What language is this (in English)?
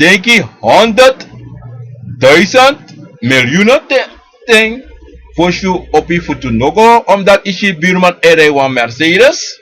Sranan Tongo